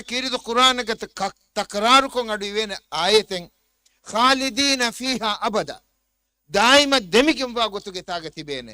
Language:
Divehi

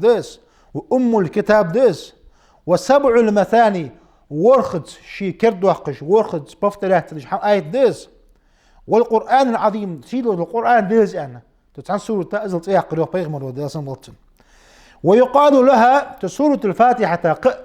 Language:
Ingush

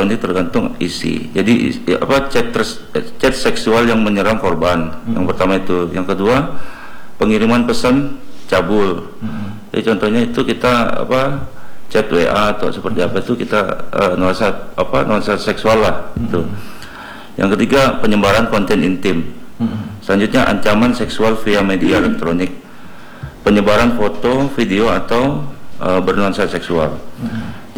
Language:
Indonesian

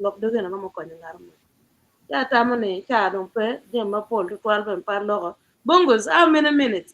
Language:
Acoli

